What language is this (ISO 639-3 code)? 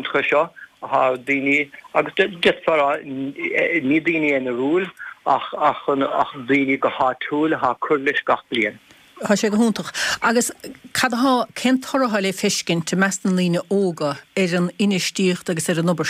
gle